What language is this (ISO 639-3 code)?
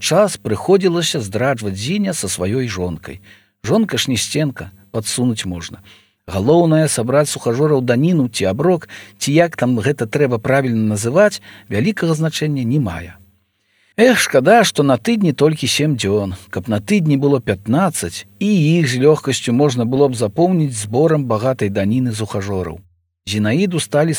bel